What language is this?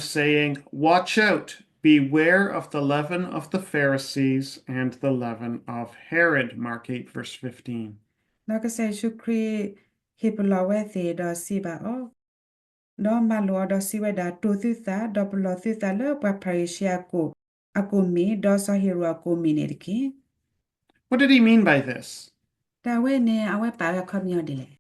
S'gaw Karen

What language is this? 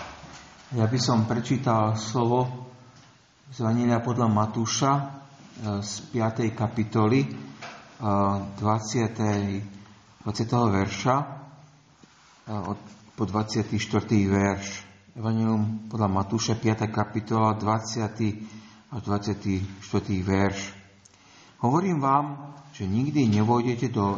Slovak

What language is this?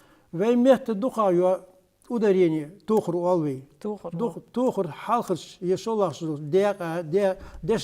Ingush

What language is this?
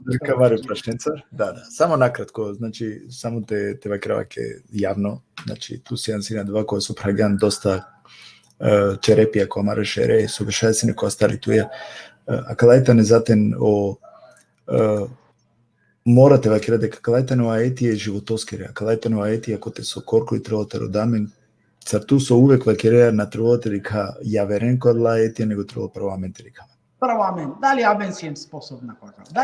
Balkan Romani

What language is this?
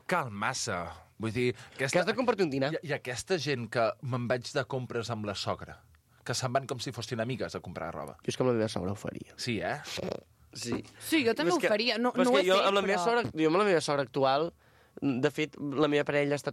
Catalan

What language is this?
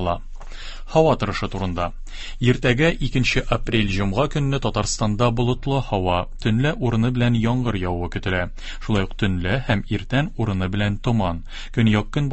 Tatar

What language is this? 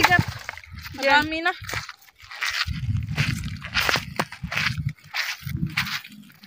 Filipino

